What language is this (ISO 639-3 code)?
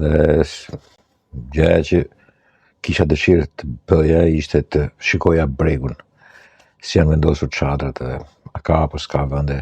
sqi